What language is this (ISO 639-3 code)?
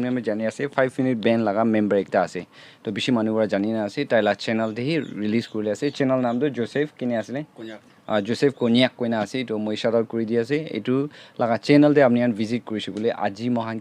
nag